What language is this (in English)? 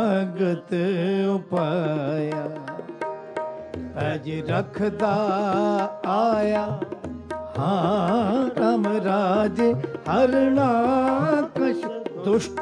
Punjabi